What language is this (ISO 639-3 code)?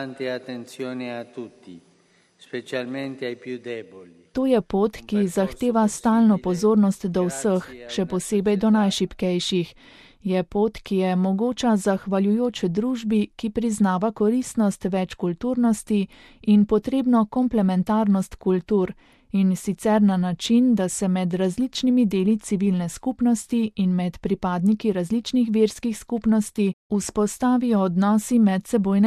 slv